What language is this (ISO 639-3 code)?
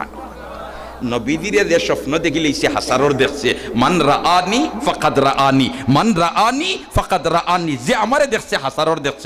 syl